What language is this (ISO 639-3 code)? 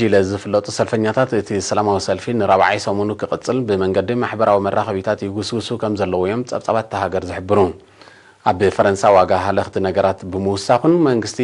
tir